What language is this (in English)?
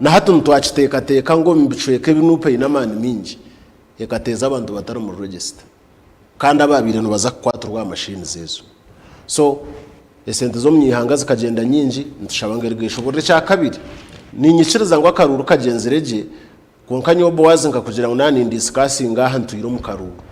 Nyankole